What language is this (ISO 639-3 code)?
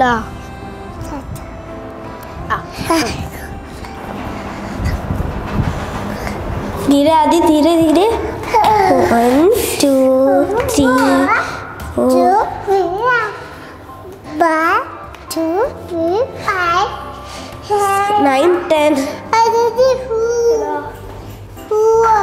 hin